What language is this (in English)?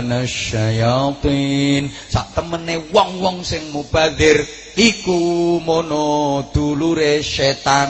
Javanese